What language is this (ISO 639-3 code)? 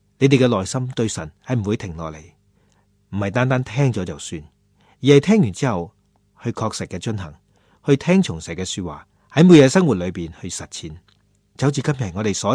yue